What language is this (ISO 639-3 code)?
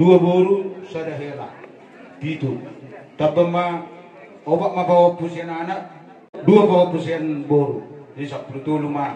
bbc